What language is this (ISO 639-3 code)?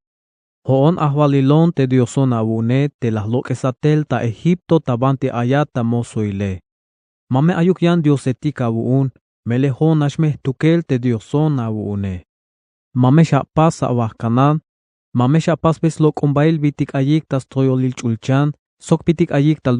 tzh